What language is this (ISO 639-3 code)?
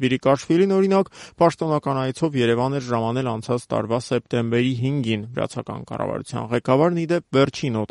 hye